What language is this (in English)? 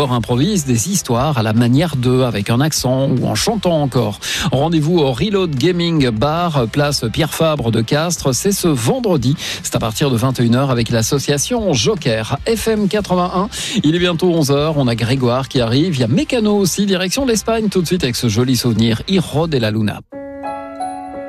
French